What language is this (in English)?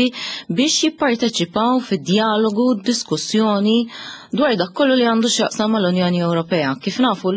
Maltese